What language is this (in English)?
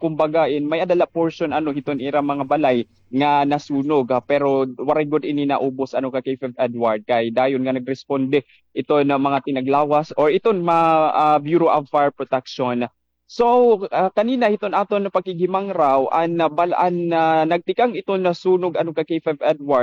Waray